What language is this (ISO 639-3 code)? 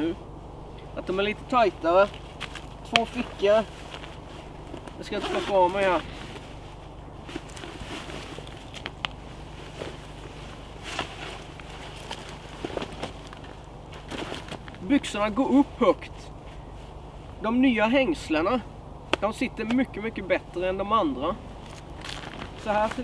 swe